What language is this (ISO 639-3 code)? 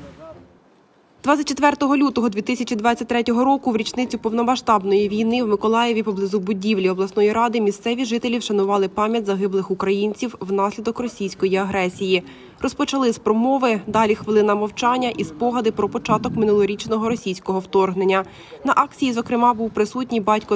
ukr